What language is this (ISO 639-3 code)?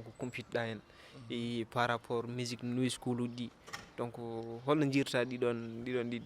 ful